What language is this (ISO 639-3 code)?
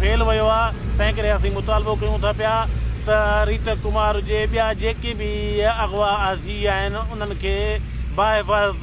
snd